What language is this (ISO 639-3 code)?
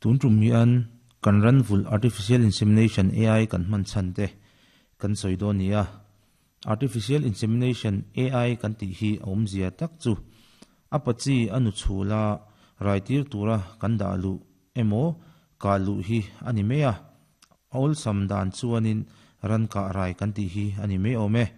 lus